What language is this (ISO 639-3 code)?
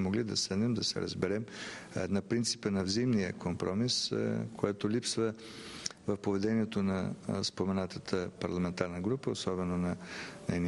bul